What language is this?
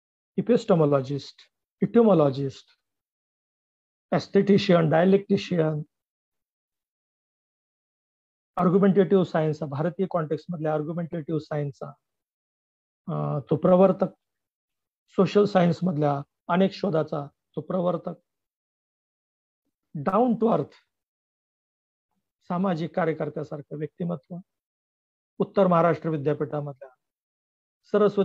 Marathi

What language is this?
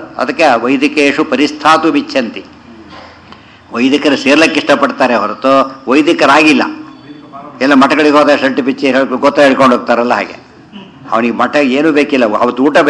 Kannada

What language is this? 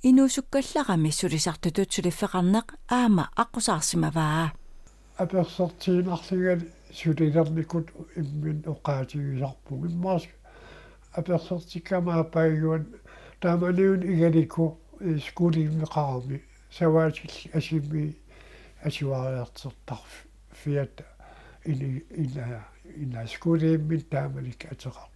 Kalaallisut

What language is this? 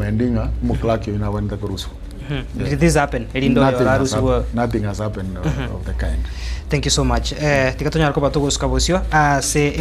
Gusii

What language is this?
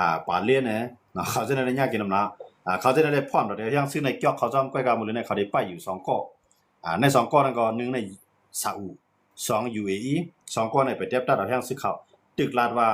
Shan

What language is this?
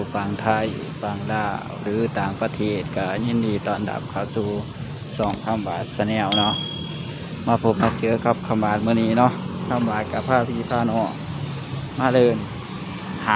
Northeastern Thai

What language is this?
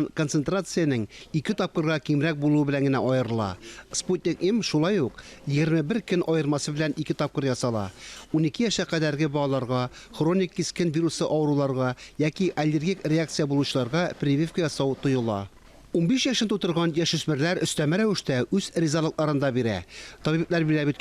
Tatar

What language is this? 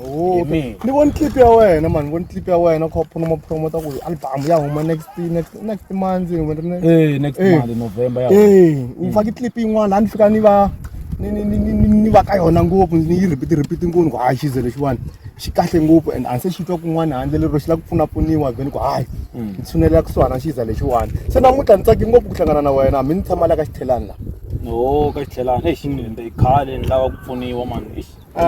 Tsonga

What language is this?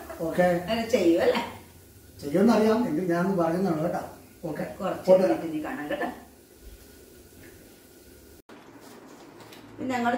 Malayalam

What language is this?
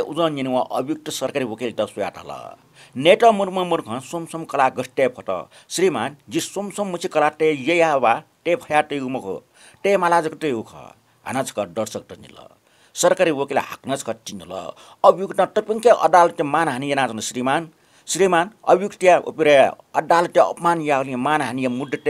Newari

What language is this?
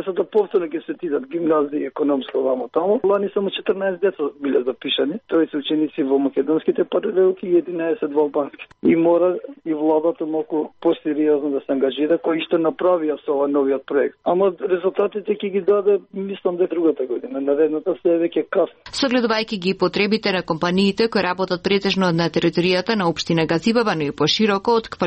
Macedonian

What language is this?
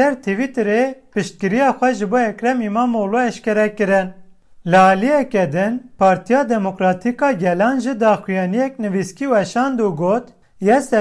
Kurdish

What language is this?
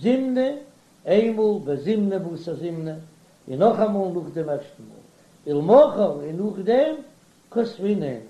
Yiddish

